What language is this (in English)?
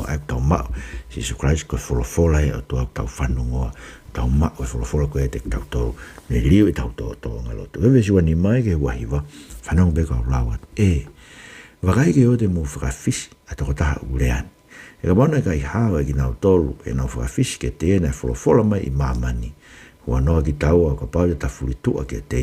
Tongan